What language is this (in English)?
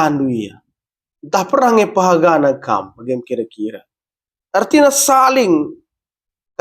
Batak Karo